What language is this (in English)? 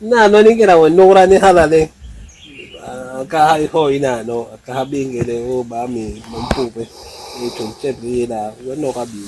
Basaa